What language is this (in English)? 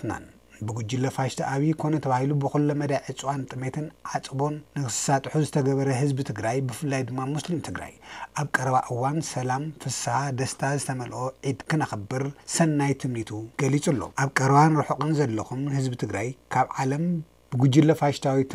Tigrinya